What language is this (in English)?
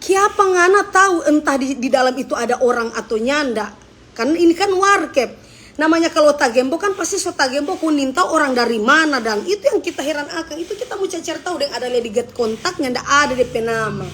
Manado Malay